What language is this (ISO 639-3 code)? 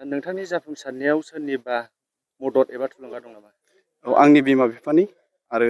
brx